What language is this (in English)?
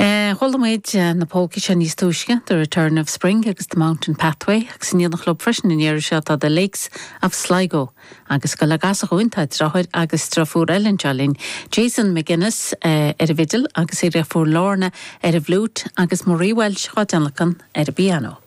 Irish